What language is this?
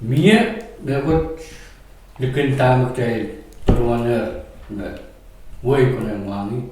Pohnpeian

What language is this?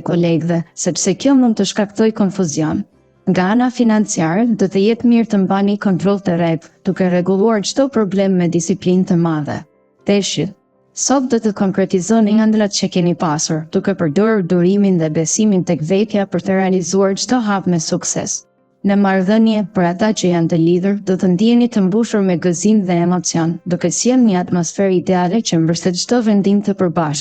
Albanian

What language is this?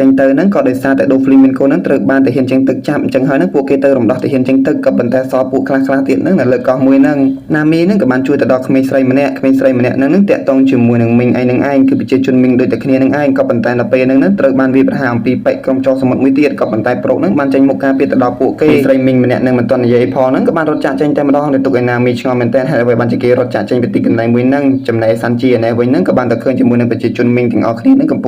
Khmer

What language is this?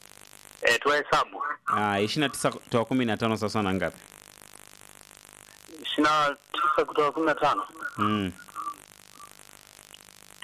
Swahili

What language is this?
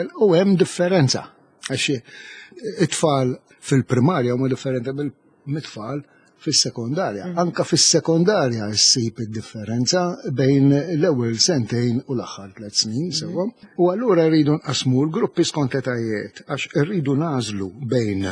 Maltese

